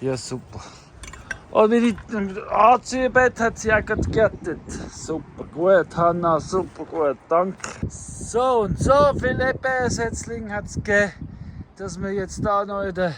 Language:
Swiss German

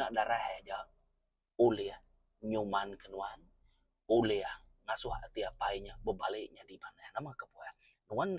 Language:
Iban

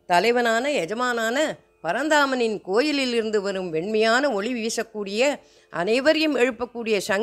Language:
Tamil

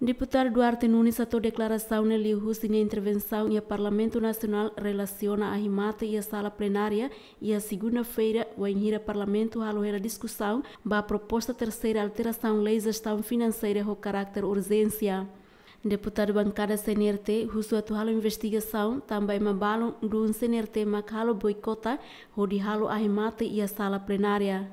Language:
Tetum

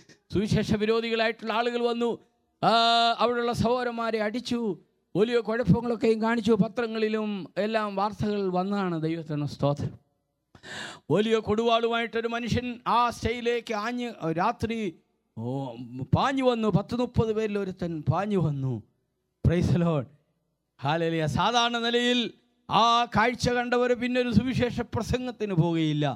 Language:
Malayalam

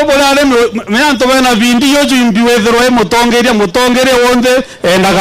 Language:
Meru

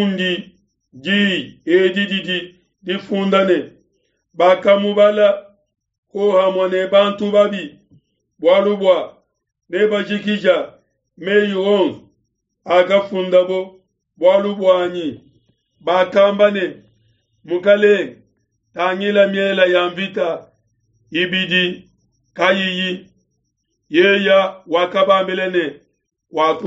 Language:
Luba-Lulua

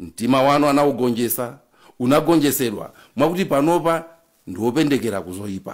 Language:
Nyanja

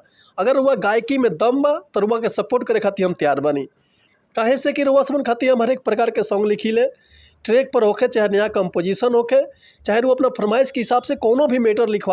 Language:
Bhojpuri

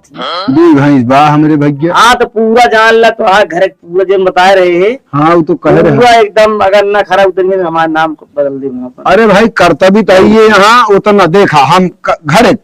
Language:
Awadhi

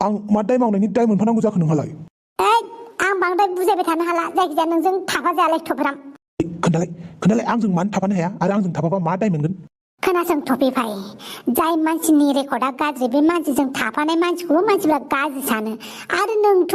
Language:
Bodo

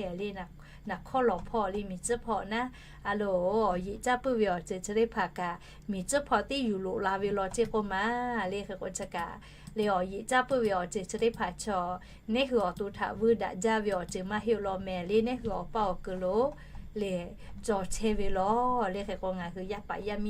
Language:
Lahu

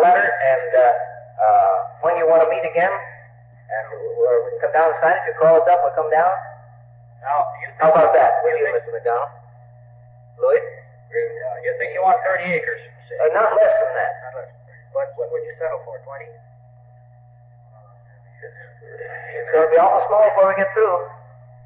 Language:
English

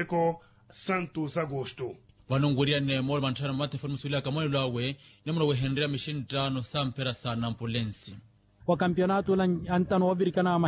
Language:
Makhuwa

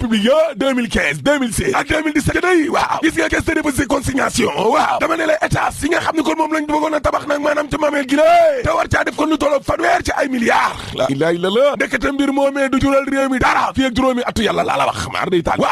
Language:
Wolof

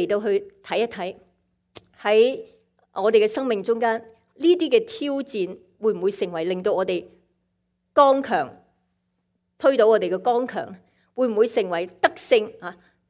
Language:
Cantonese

